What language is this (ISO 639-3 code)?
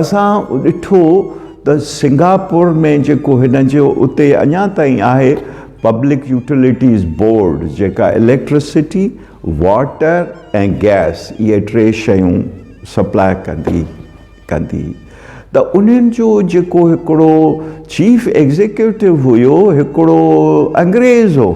snd